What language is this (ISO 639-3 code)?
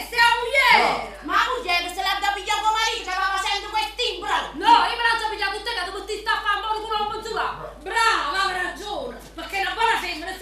nap